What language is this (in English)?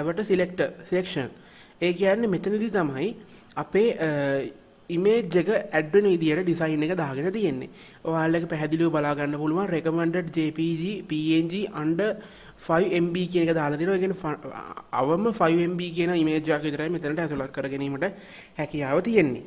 Sinhala